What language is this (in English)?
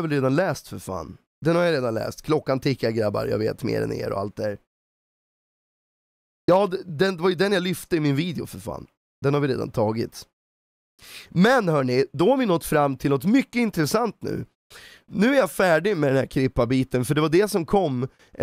Swedish